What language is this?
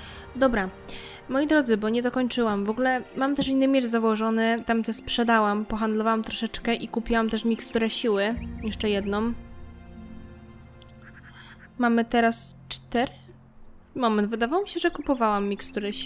Polish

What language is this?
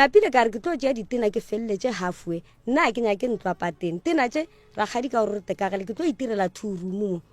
Northern Sotho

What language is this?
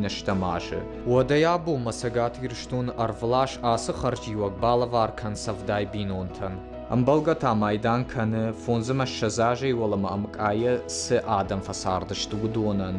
Ossetic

